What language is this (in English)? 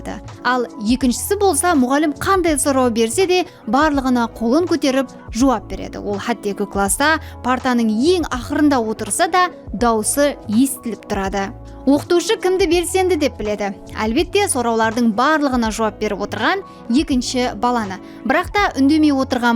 Kara-Kalpak